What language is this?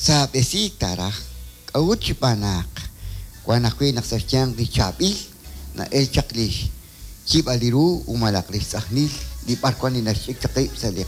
Kekchí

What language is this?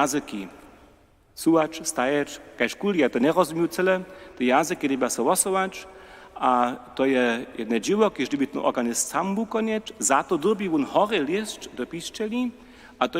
Upper Sorbian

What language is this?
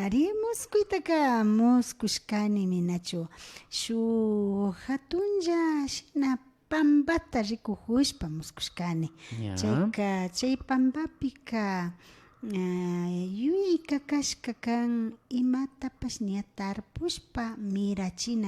Imbabura Highland Quichua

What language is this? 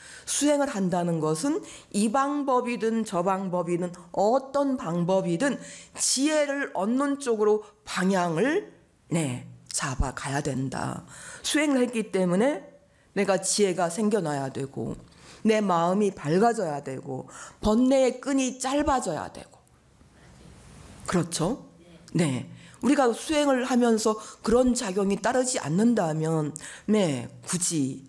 Korean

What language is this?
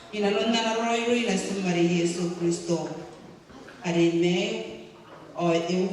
Gilbertese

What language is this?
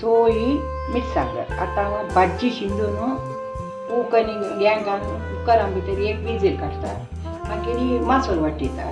Konkani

